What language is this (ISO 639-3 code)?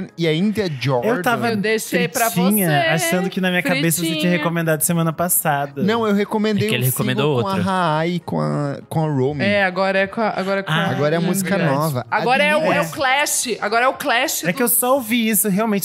por